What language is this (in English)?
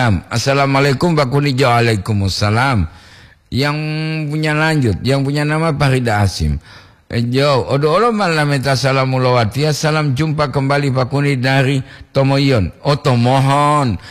Gorontalo